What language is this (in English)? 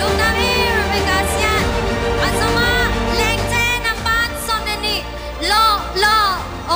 Tedim Chin